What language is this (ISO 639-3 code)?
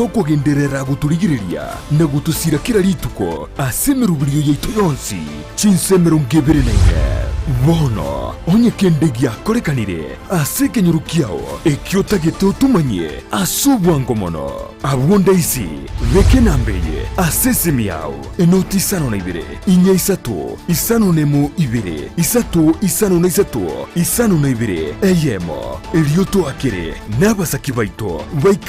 guz